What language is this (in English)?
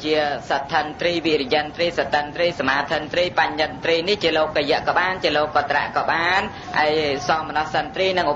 Khmer